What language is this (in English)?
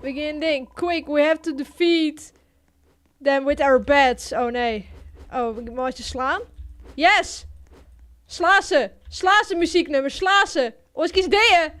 Western Frisian